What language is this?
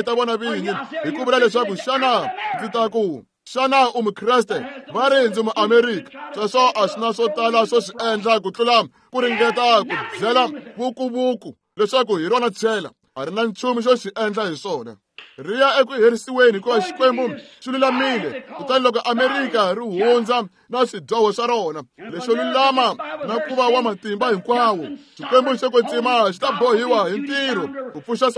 Tsonga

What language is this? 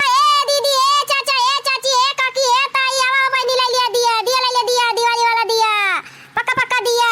Awadhi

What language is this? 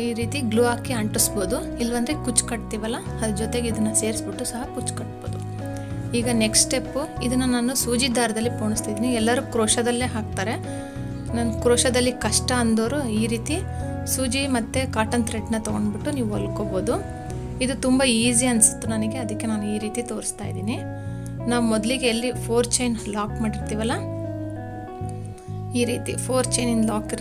Kannada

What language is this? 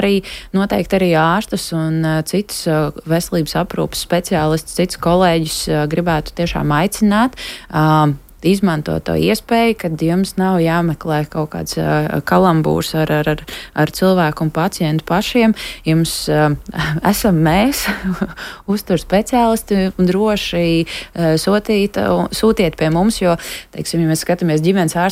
Latvian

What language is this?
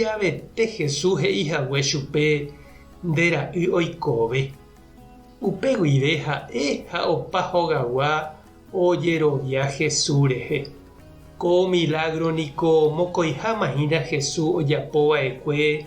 Guarani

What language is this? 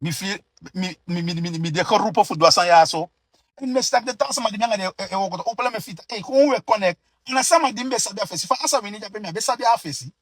Sranan Tongo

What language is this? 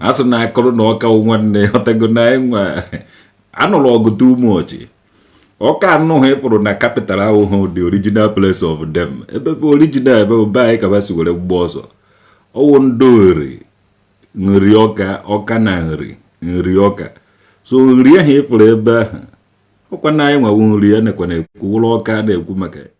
Igbo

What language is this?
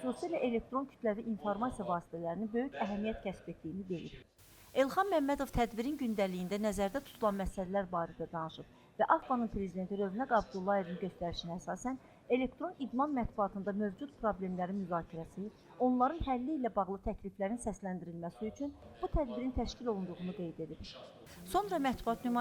Azerbaijani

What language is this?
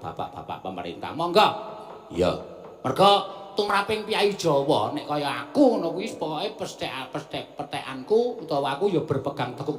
Javanese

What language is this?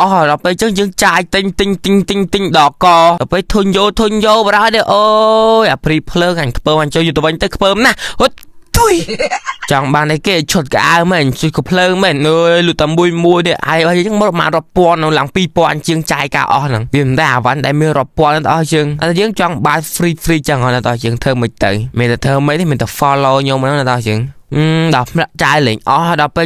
Khmer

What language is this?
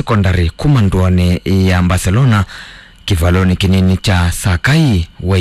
Kamba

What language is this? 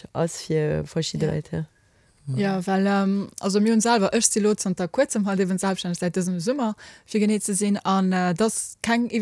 Luxembourgish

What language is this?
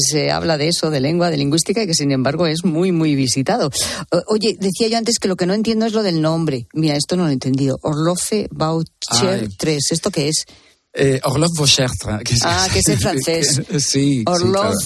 Spanish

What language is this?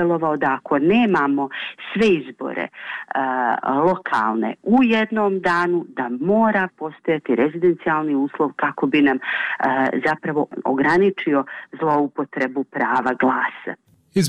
Bosnian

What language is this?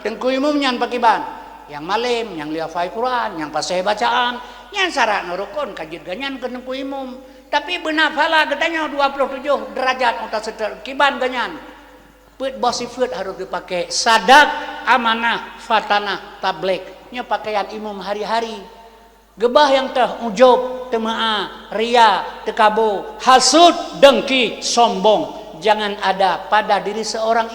Achinese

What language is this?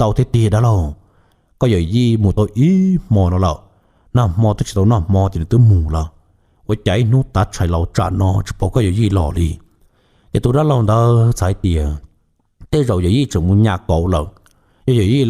Hmong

